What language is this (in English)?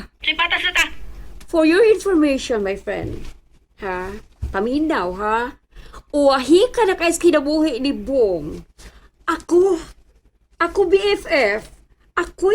Cebuano